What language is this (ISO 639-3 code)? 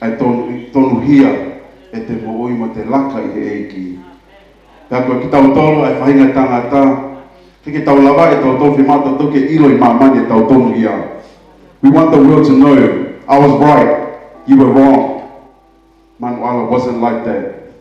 ton